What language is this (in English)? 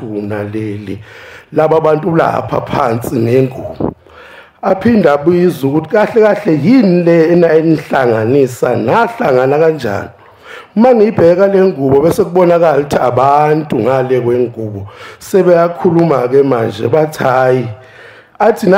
Zulu